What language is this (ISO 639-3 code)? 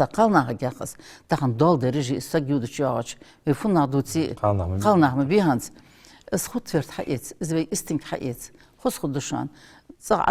inh